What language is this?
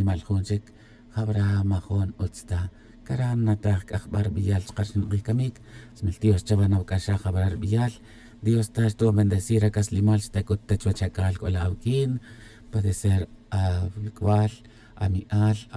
Tz'utujil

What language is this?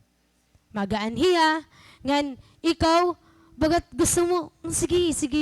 Waray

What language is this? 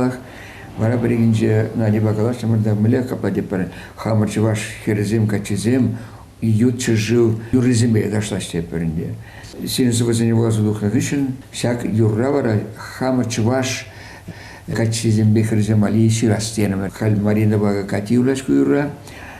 Chuvash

